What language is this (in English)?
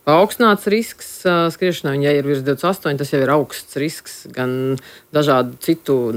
Latvian